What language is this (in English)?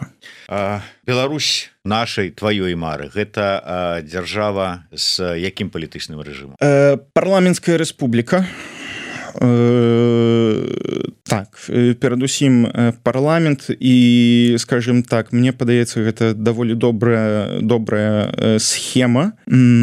Belarusian